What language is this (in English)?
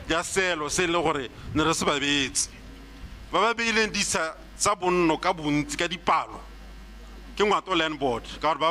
Tswana